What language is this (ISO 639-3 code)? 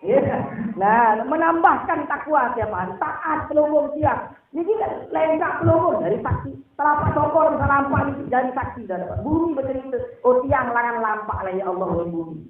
sas